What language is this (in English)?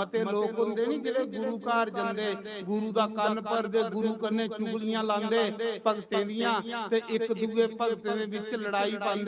Dogri